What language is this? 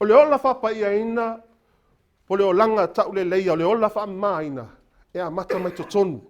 Samoan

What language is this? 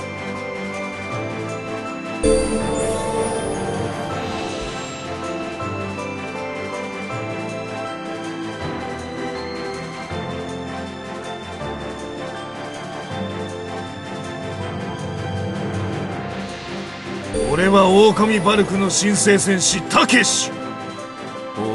Japanese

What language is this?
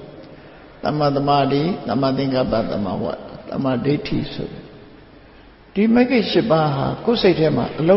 Burmese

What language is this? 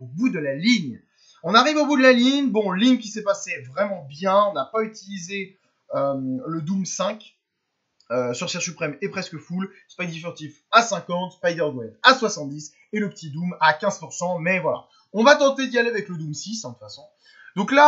French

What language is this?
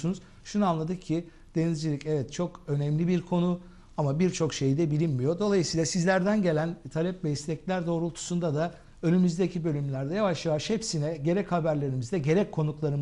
Turkish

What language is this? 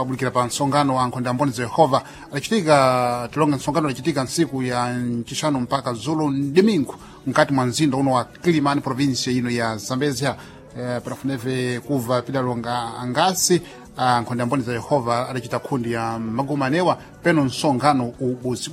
Sena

